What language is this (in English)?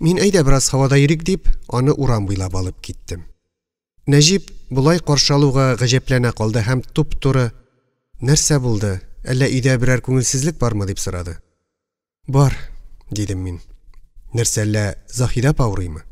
Tatar